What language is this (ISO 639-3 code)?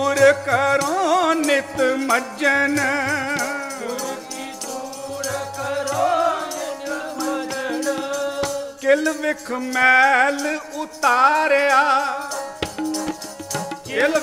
pan